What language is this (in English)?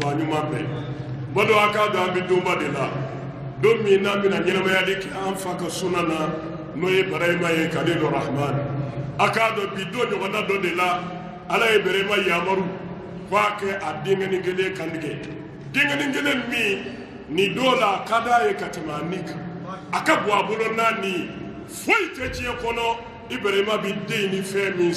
Bambara